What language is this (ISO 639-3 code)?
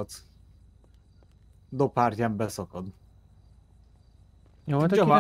hun